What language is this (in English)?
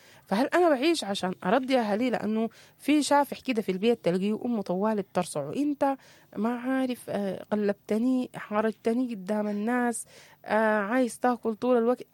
Sudanese Arabic